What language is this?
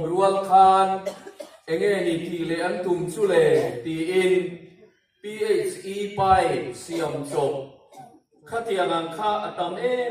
Hmar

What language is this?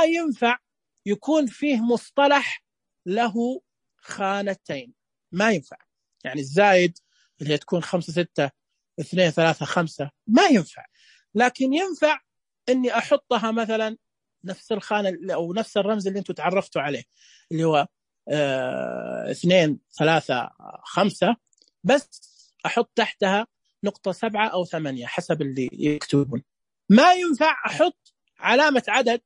Najdi Arabic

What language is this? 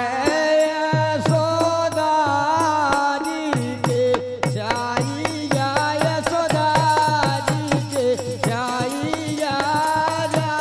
Bundeli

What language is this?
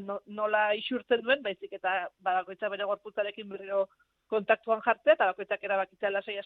Basque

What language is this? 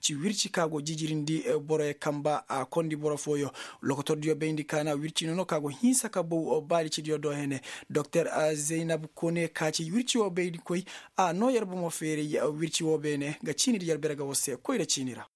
Koyraboro Senni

